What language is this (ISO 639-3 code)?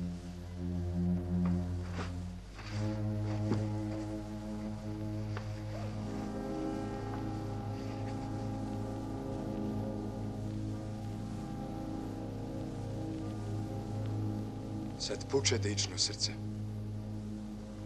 hrv